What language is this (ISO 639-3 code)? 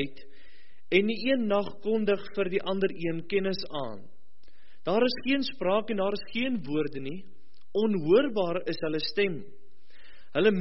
afr